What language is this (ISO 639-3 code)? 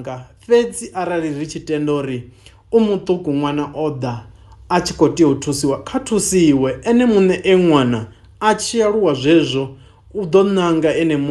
ven